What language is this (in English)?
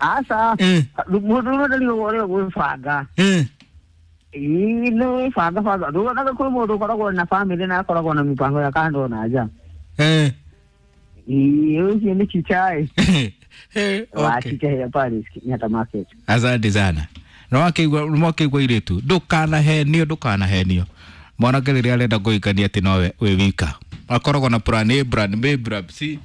Kikuyu